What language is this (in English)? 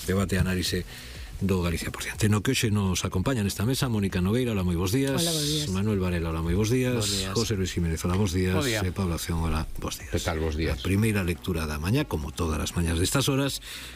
Galician